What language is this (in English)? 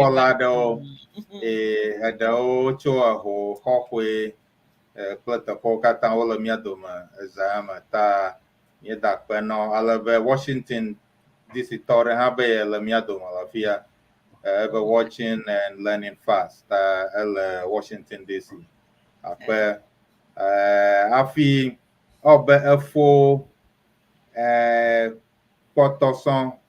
Ewe